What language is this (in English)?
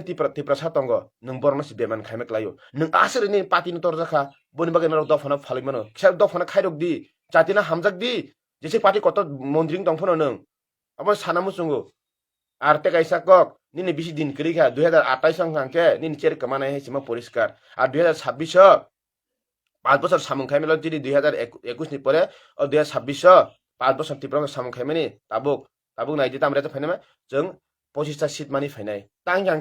Kok Borok